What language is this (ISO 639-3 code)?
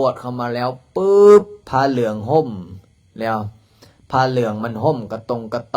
lao